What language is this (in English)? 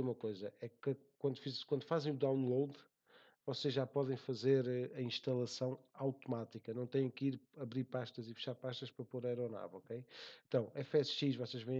Portuguese